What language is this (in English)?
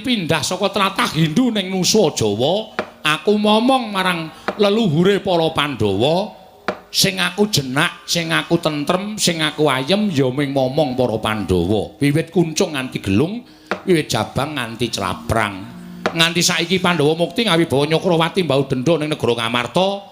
Javanese